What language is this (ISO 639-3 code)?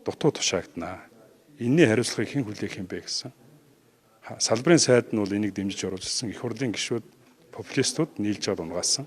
mon